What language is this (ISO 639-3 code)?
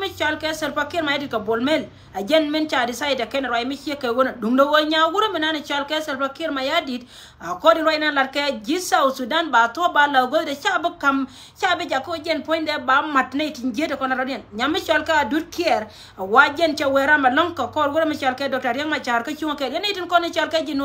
nus